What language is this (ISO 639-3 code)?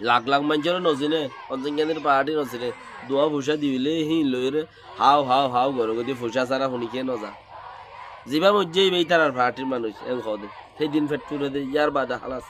rhg